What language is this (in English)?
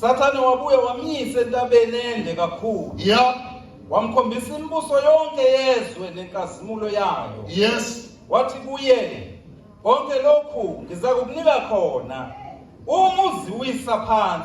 Zulu